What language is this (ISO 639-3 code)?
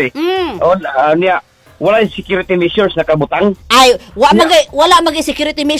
ceb